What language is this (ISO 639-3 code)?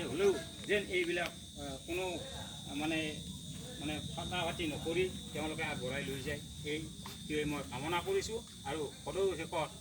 asm